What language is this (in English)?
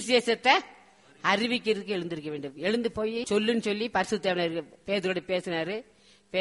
Tamil